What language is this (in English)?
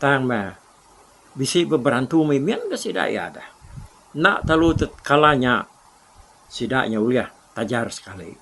Iban